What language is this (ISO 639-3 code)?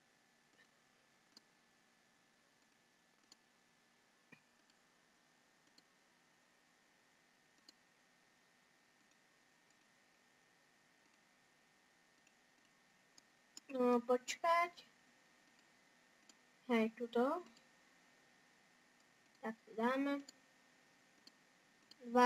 slk